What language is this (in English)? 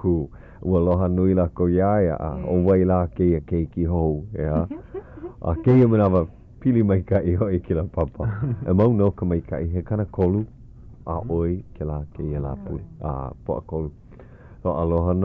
Hawaiian